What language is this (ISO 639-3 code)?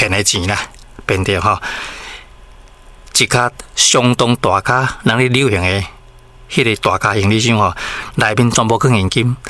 nan